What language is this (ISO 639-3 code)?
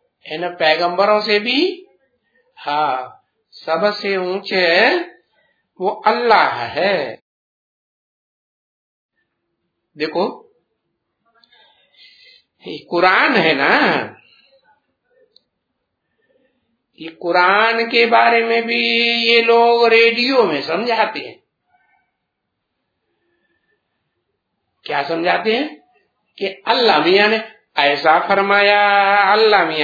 hin